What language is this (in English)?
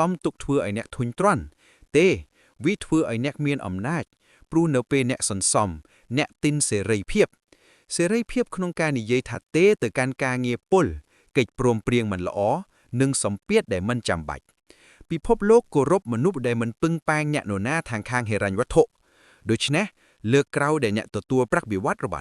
Khmer